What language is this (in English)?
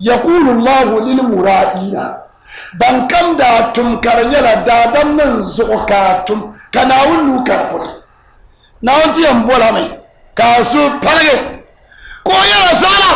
Dagbani